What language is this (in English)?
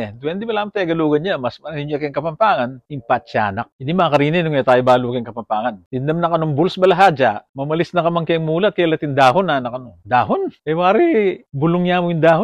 Pampanga